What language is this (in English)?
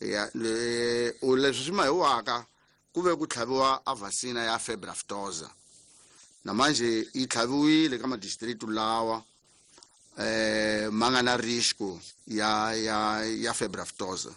Tsonga